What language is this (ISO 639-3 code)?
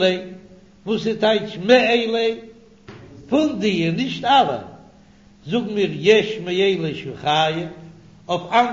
yid